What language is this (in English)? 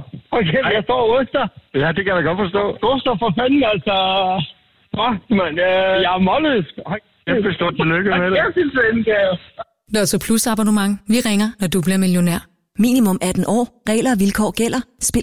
Danish